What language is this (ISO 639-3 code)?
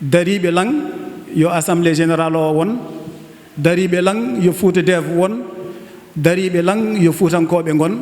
ful